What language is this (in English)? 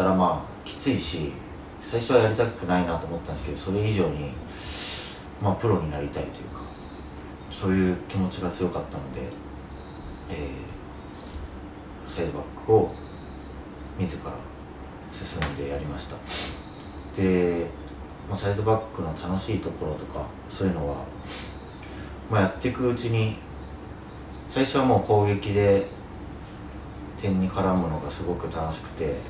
Japanese